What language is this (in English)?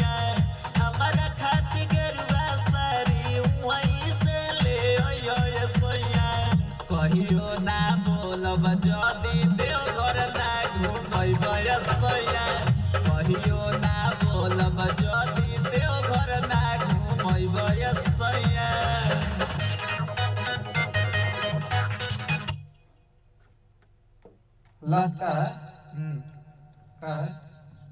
Bhojpuri